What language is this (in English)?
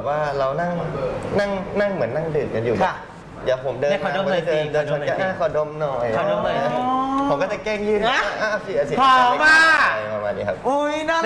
Thai